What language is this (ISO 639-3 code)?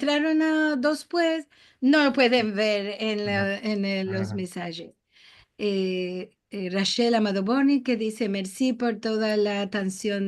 lad